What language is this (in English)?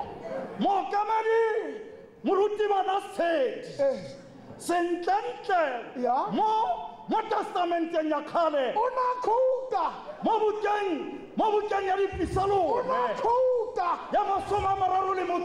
Tswana